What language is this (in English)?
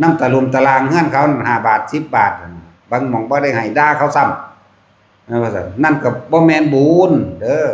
Northeastern Thai